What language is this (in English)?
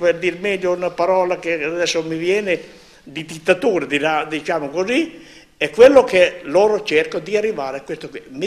Italian